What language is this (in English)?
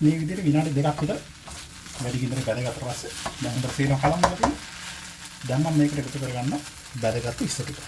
Sinhala